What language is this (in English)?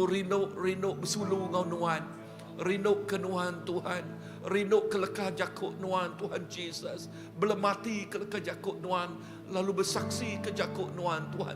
Iban